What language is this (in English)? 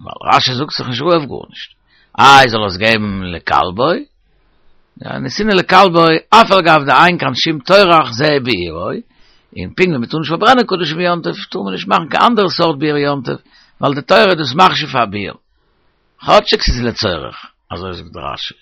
Yiddish